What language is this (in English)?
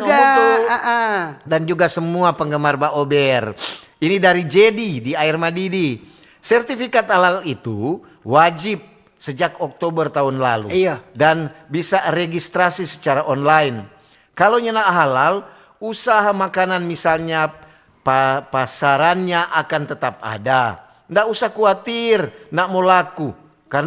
Manado Malay